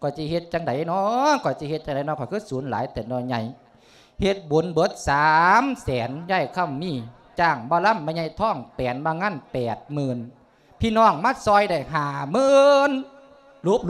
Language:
Lao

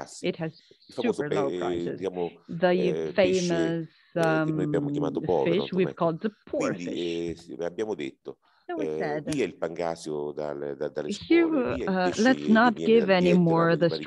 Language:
Italian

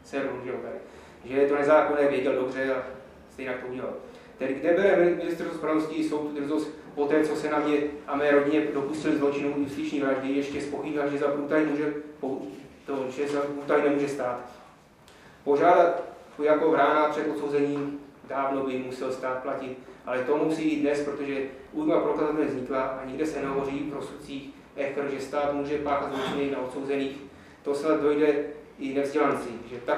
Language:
Czech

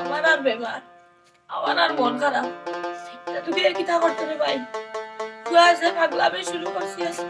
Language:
Sylheti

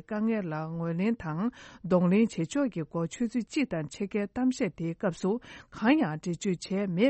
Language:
Tibetan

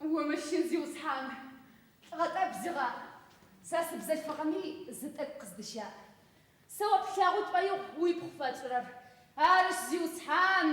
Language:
Adyghe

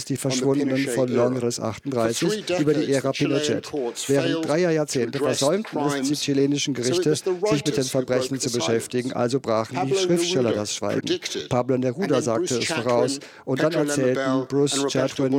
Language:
German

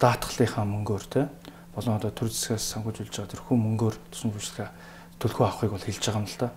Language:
Mongolian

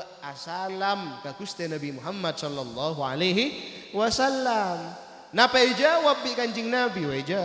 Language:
Madurese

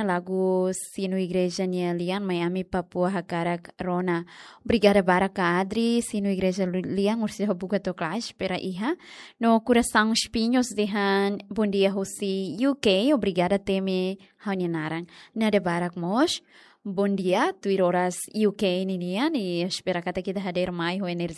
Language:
Tetum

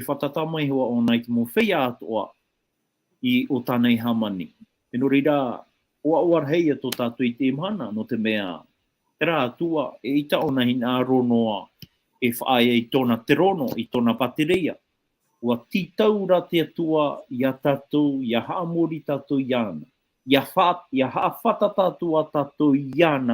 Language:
Tahitian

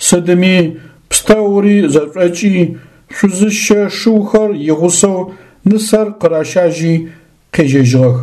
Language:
Adyghe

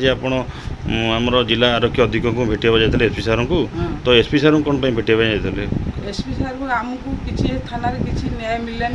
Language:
Odia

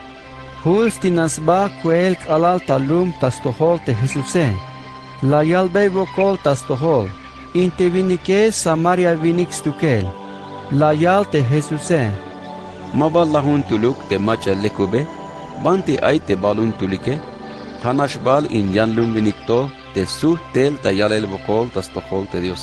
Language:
Tzeltal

